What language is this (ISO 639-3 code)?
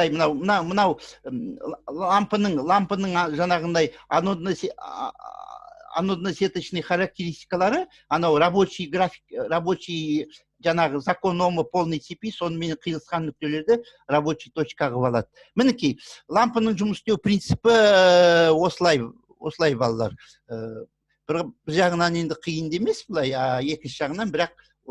kaz